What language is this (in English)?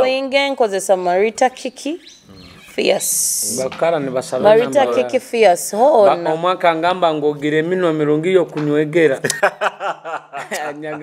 Nyoro